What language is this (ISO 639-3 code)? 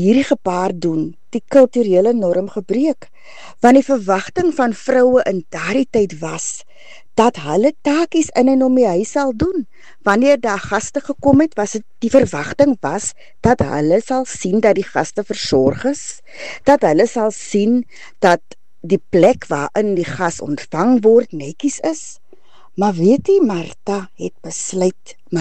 afr